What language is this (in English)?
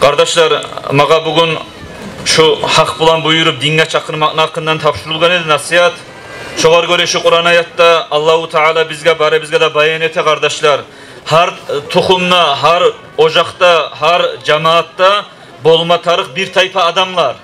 Kumyk